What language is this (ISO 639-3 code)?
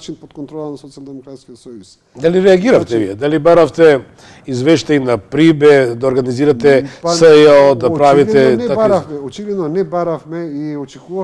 mkd